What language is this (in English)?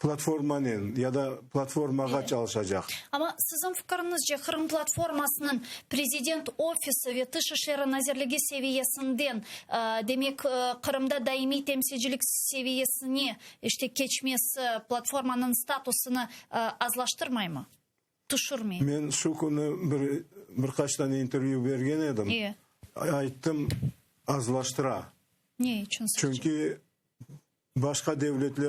Crimean Tatar